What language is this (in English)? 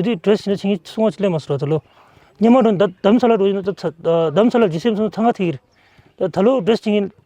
Tibetan